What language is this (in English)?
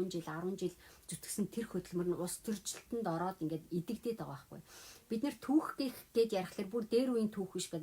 Mongolian